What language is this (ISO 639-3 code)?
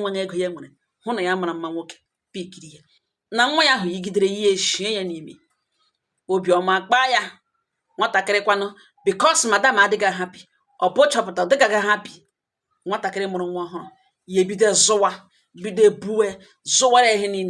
ibo